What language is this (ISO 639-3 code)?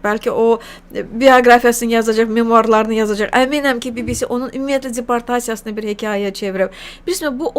aze